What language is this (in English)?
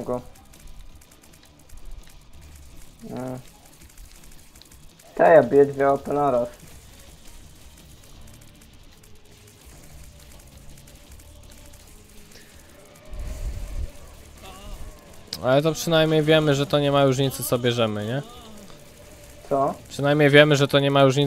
Polish